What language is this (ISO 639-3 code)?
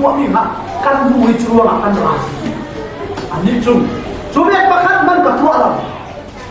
cfm